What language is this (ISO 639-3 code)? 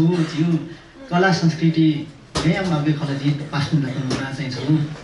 new